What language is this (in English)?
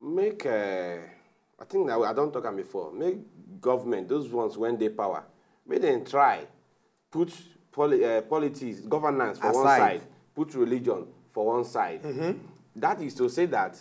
Nigerian Pidgin